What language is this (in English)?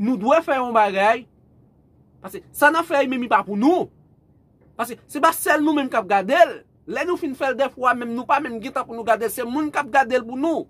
Haitian Creole